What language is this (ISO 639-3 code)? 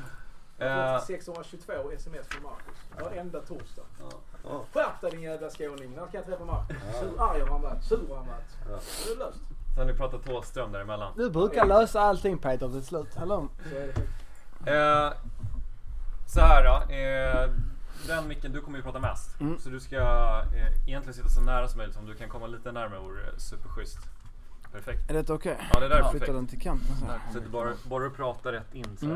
swe